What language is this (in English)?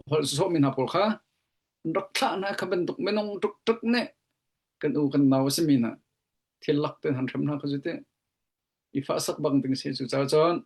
Hakha Chin